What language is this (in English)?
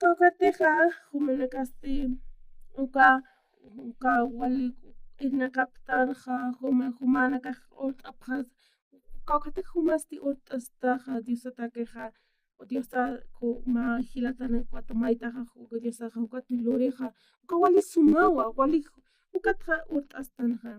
Aymara